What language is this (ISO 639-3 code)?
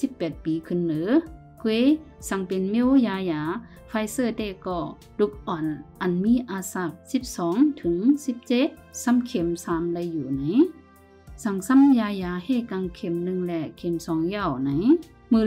shn